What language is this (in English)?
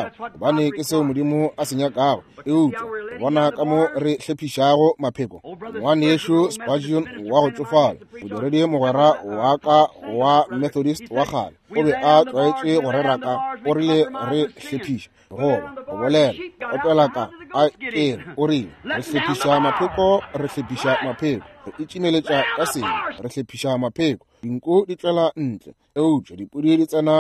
Northern Sotho